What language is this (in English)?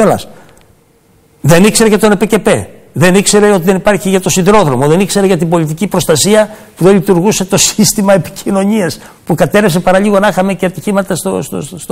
Greek